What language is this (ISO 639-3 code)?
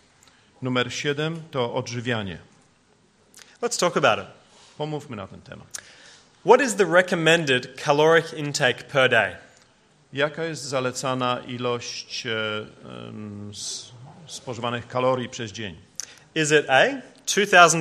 pol